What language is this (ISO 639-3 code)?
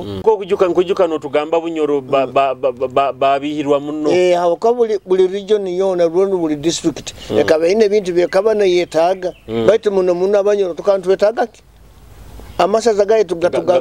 nyo